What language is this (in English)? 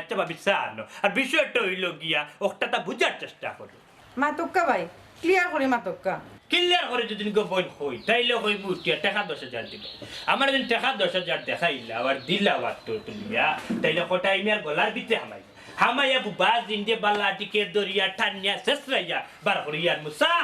Sylheti